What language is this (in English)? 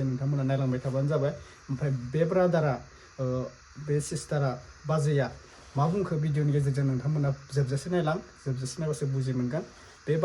Bodo